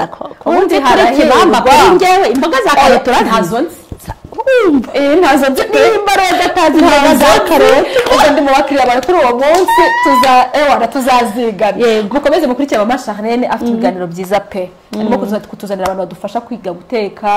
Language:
Kinyarwanda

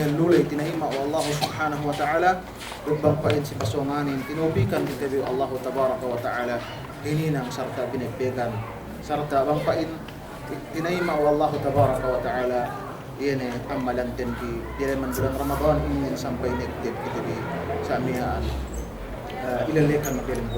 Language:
Yakan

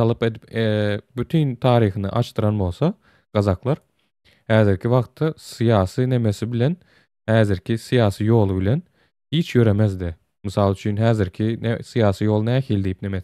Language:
Turkmen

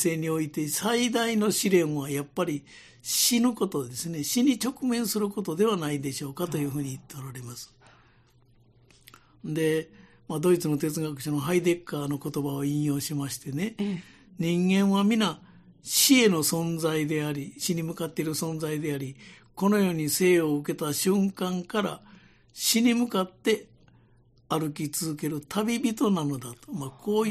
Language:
Japanese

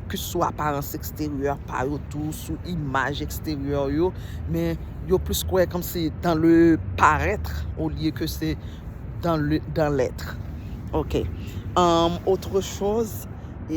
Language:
Haitian Creole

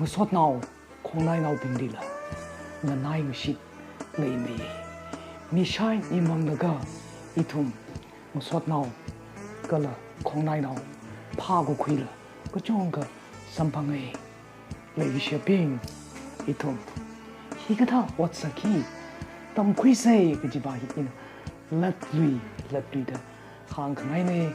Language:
Tangkhul Naga (India)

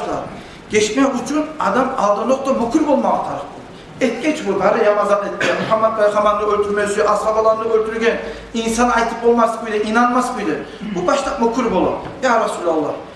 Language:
Kumyk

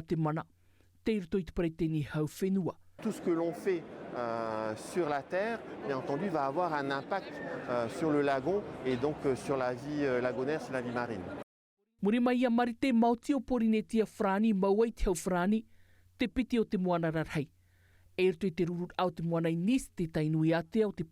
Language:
Tahitian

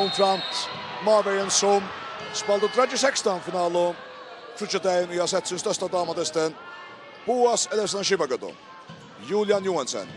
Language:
Faroese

